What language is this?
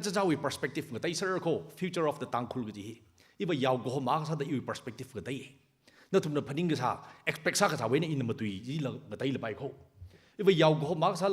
Tangkhul Naga (India)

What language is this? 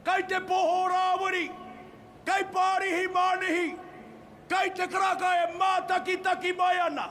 Māori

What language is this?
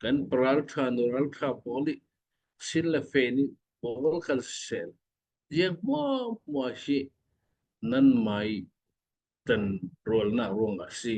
Falam Chin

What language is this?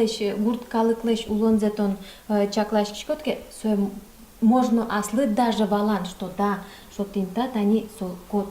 Udmurt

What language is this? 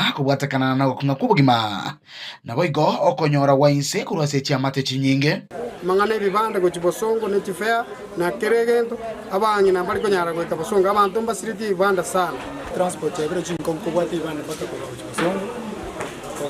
Gusii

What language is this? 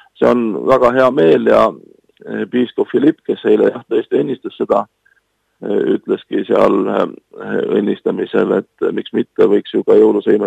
Estonian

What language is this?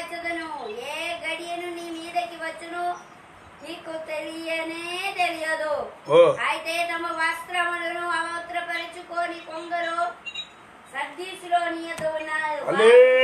Telugu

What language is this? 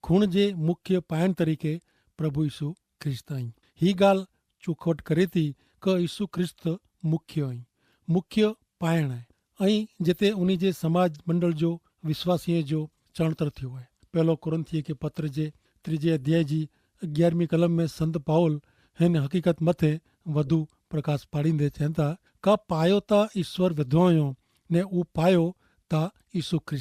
Kachhi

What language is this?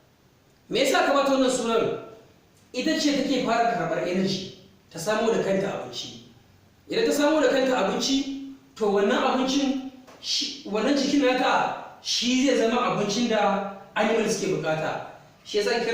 Hausa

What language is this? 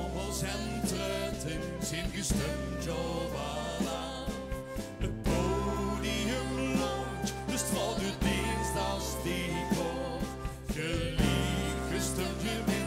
Limburgish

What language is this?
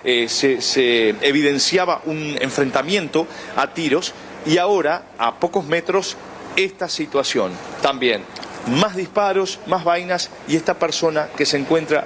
Spanish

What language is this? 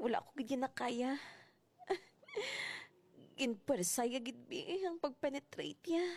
Hiligaynon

